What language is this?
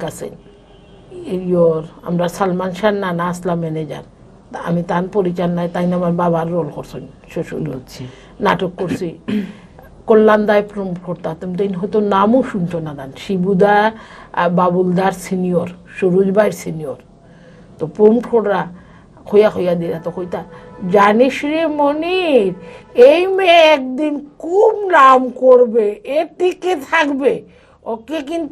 Sylheti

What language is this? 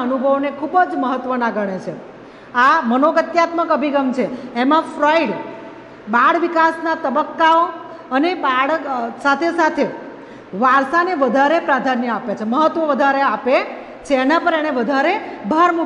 Gujarati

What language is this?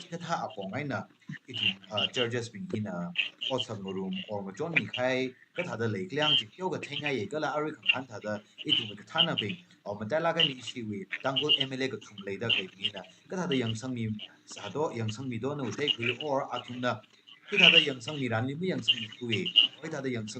Tangkhul Naga (India)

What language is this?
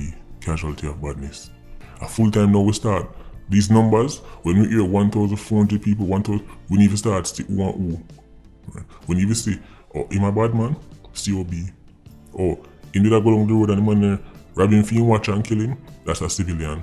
Jamaican Creole English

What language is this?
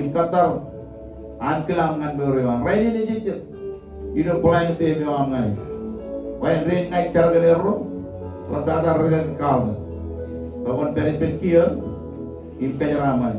Marshallese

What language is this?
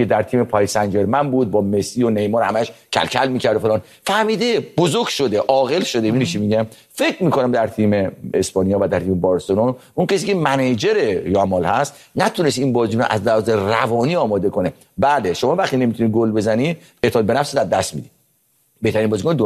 Persian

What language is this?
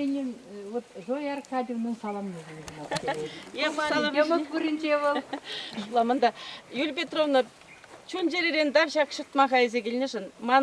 Chuvash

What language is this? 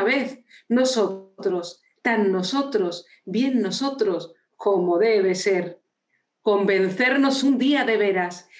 Spanish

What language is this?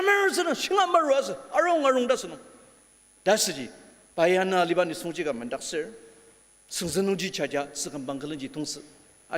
Ao Naga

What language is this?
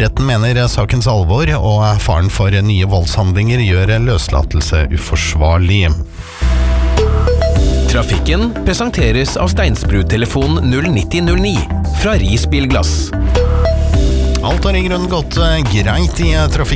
Norwegian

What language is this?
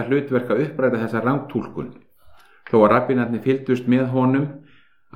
Icelandic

